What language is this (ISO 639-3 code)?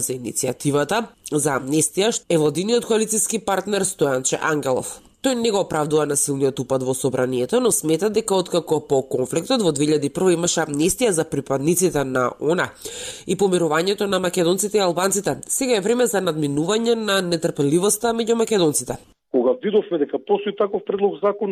mkd